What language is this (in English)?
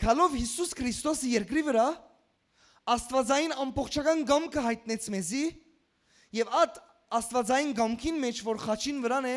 Western Armenian